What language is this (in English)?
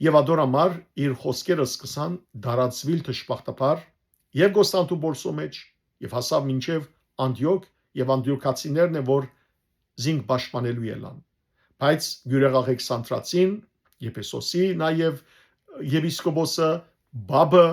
Western Armenian